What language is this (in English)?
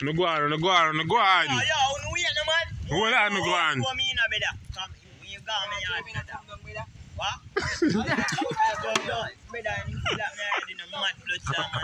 Jamaican Creole English